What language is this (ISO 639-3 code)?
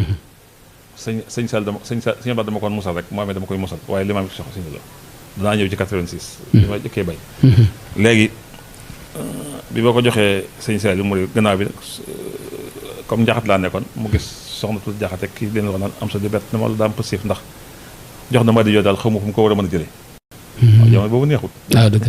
wol